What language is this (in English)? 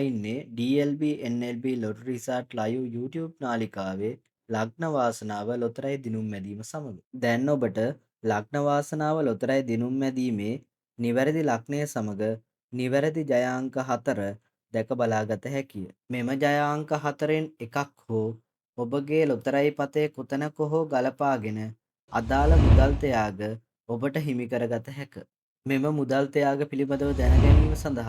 Sinhala